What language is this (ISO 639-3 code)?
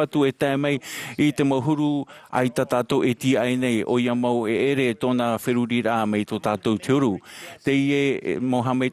tah